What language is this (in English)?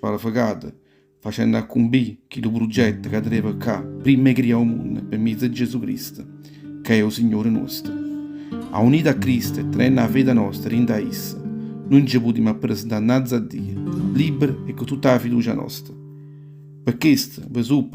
Neapolitan